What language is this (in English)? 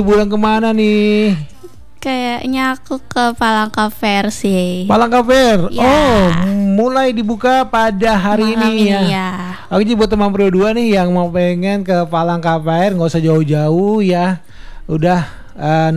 Indonesian